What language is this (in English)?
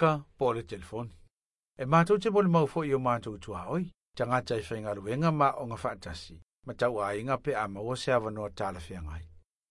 Samoan